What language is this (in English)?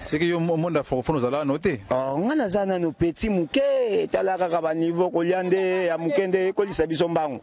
Lingala